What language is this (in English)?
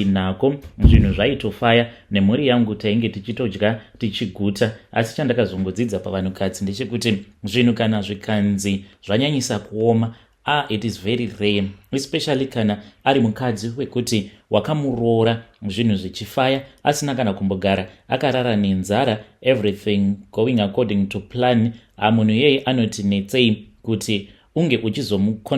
Shona